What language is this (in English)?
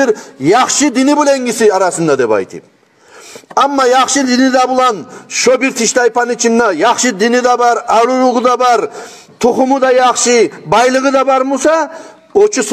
Kumyk